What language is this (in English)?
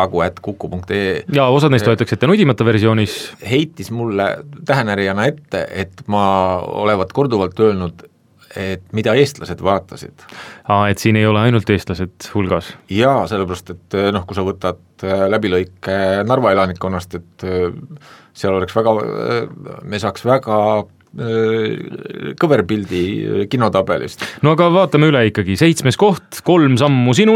Estonian